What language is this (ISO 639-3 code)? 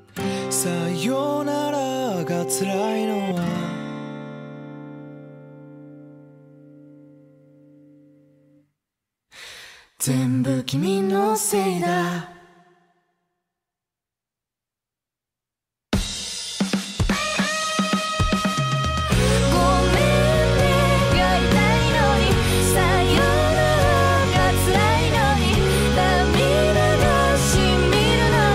jpn